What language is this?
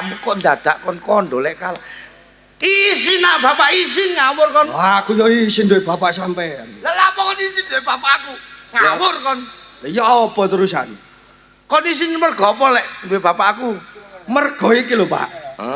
Javanese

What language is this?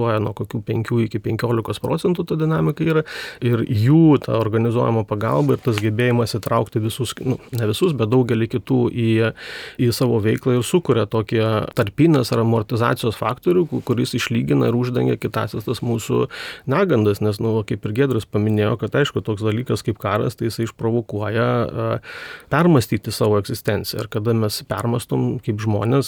Lithuanian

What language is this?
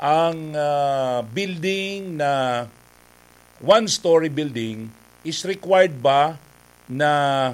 Bikol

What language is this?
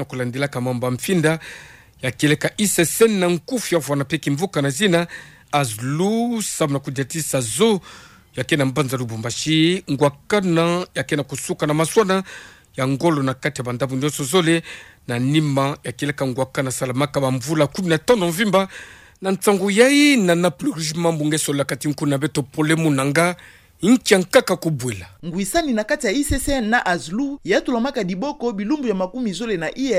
Kituba (Democratic Republic of Congo)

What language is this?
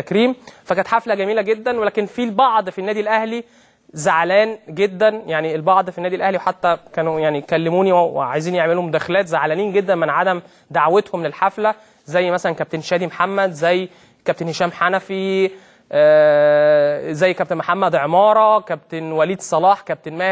Egyptian Arabic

